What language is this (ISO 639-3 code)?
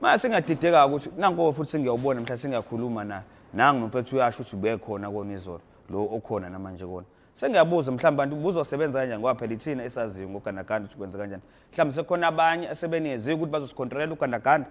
zul